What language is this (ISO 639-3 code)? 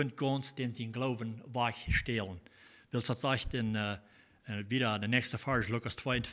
pdt